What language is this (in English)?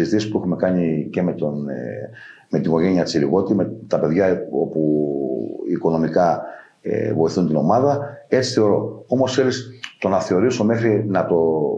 Greek